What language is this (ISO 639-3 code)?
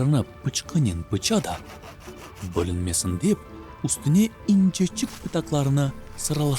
crh